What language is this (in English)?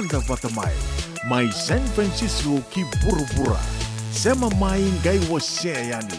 Fijian